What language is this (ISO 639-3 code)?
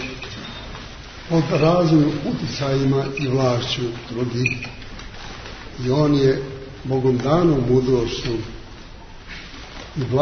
srp